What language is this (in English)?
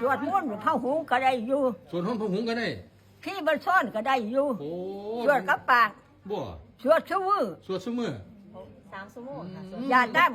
Lao